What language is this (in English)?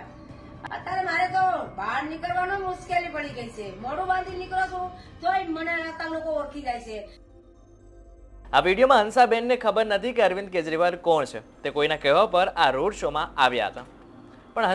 Gujarati